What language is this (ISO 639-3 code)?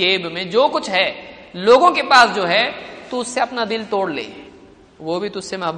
urd